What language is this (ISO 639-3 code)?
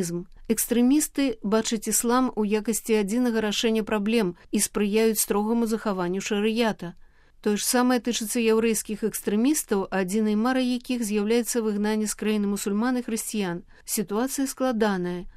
bel